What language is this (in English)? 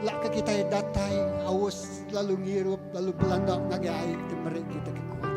Iban